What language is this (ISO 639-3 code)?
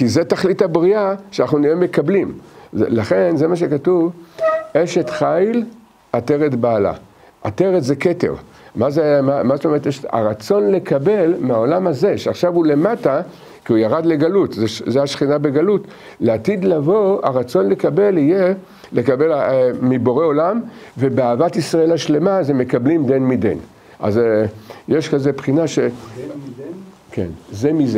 heb